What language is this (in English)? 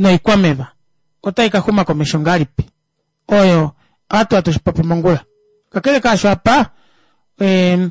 Kuanyama